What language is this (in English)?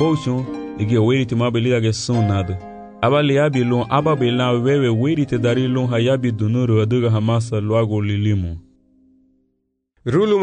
Garifuna